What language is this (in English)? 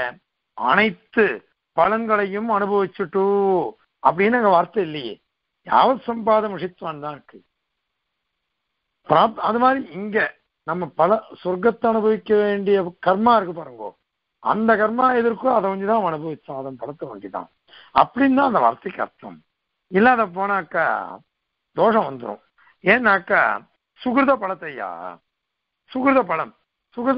Tamil